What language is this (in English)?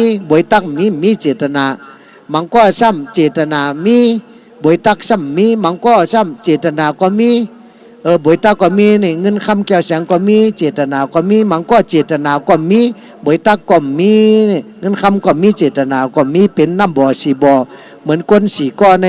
Shan